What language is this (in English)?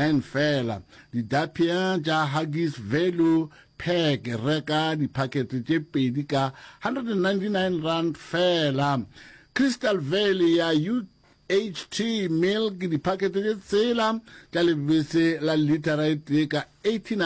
Northern Sotho